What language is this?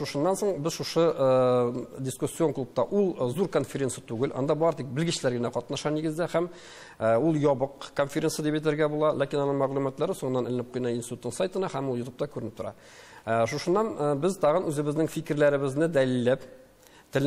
Tatar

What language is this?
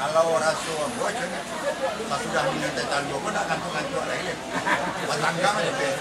Minangkabau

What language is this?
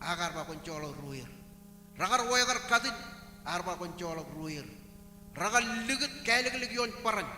Marshallese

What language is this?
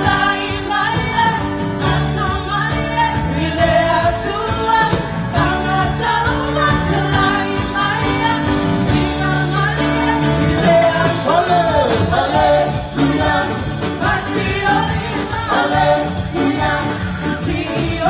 Tongan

